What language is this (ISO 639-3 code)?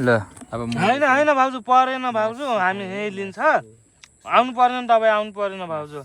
nep